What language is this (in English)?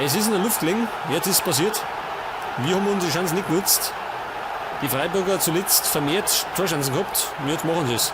Bavarian